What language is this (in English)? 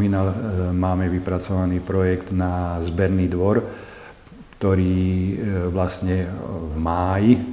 Slovak